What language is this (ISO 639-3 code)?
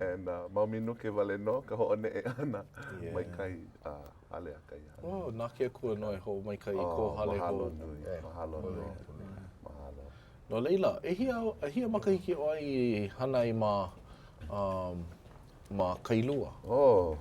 haw